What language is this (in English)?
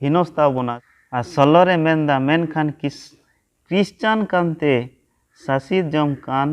Santali